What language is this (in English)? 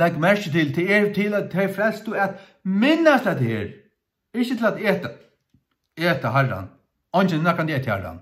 Faroese